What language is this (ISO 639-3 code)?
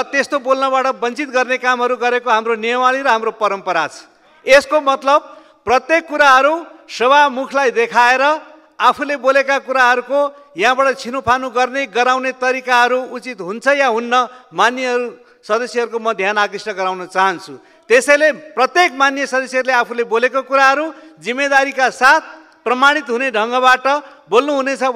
nep